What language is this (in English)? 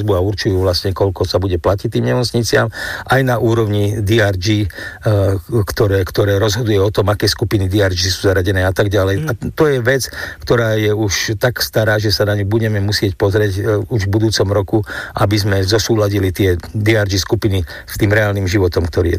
Slovak